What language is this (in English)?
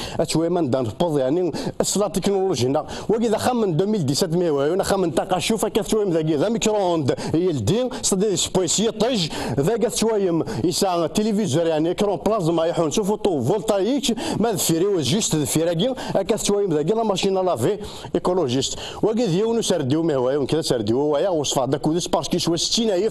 Kabyle